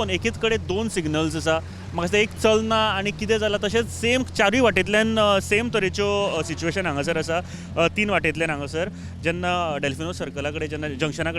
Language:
Konkani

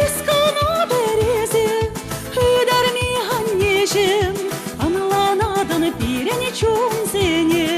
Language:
Chuvash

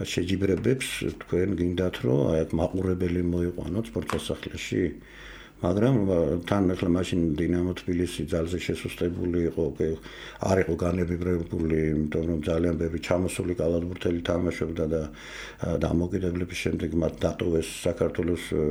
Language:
Georgian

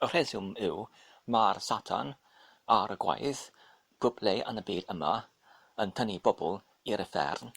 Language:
Welsh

